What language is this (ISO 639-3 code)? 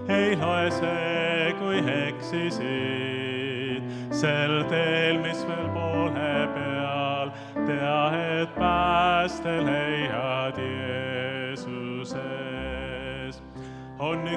est